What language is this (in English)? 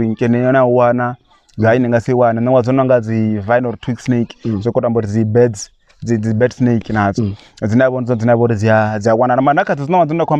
Venda